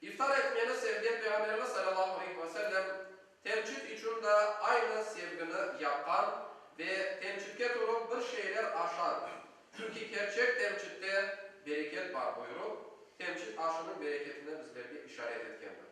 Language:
Crimean Tatar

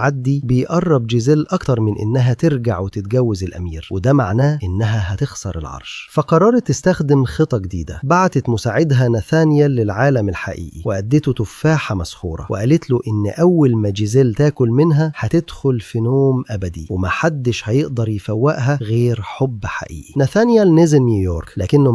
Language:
Egyptian Arabic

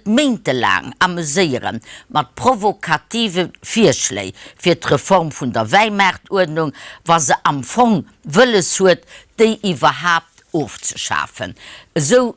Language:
Luxembourgish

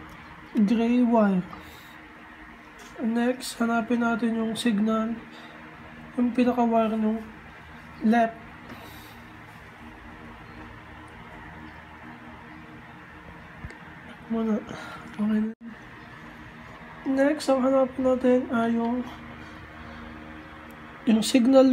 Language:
Filipino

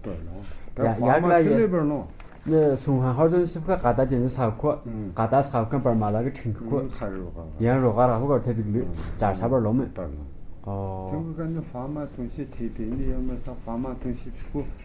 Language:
Tu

